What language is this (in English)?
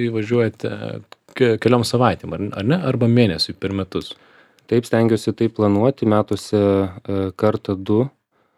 Lithuanian